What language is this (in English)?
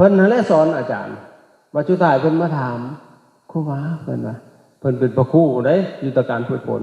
Lao